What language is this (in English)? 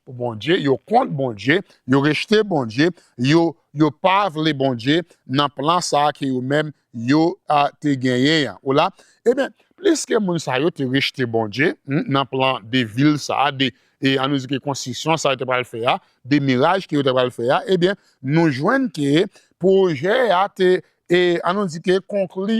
Haitian Creole